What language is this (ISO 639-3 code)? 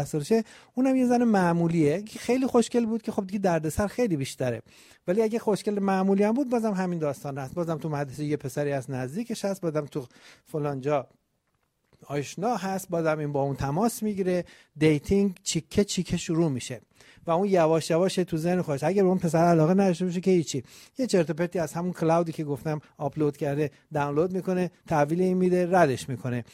fas